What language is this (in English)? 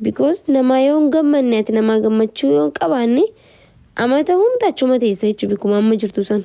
Oromo